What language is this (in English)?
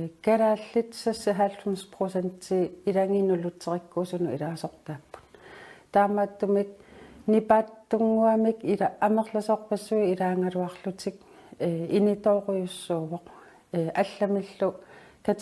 Kalaallisut